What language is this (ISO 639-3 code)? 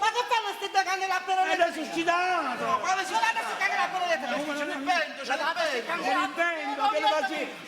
nap